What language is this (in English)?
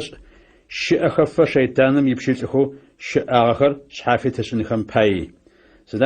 Adyghe